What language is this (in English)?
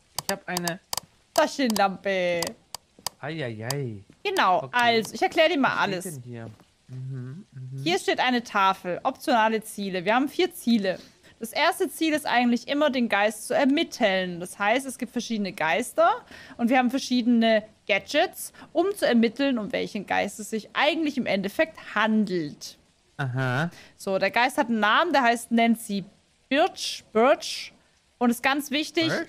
German